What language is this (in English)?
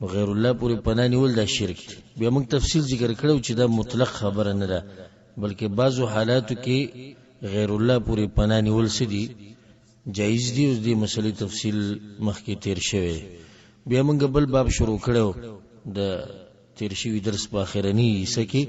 Pashto